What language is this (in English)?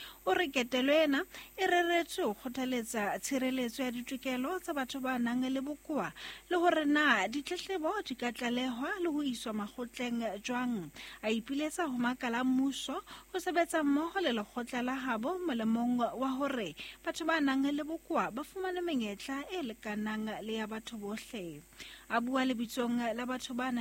Southern Sotho